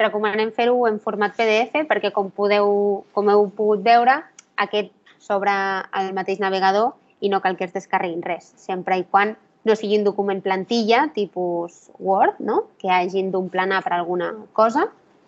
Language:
Catalan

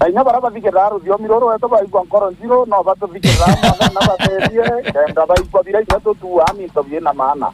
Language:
Meru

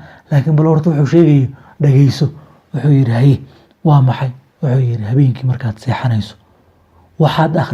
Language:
Somali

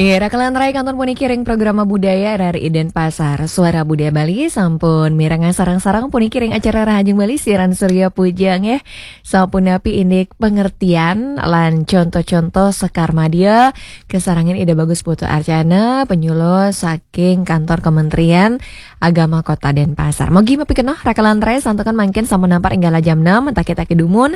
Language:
Balinese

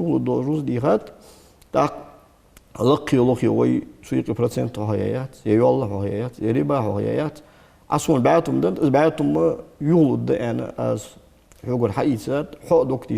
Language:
Ingush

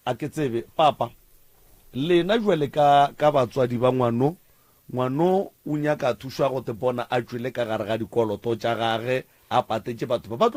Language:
Northern Sotho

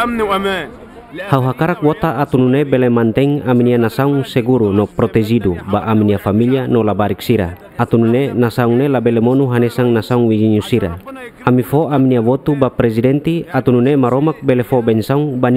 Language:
Tetum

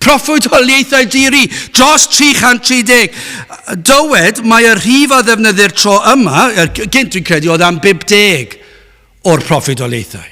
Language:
Welsh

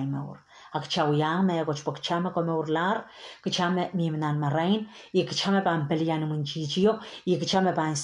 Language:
Pohnpeian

